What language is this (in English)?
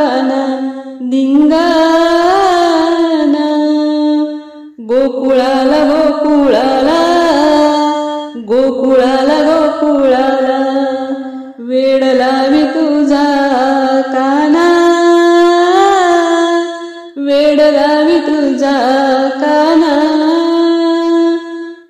Marathi